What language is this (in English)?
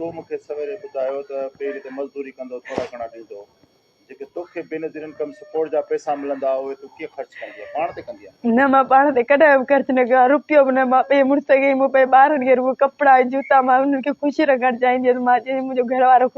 Sindhi